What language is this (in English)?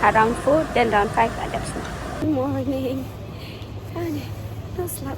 Khasi